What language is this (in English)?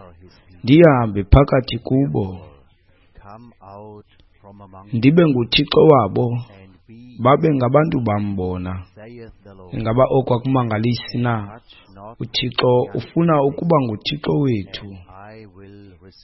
Xhosa